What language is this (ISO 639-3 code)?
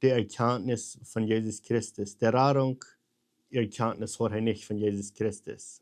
pdt